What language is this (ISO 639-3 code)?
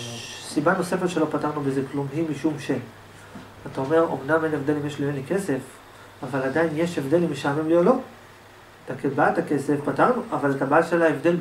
heb